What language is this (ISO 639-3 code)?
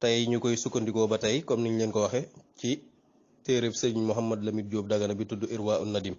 wol